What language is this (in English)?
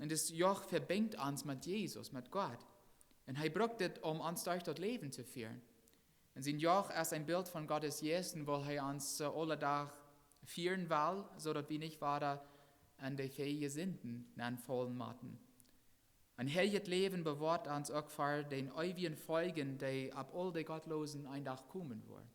Plautdietsch